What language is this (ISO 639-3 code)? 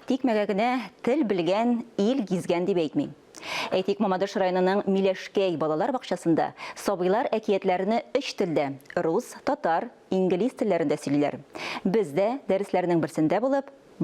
tat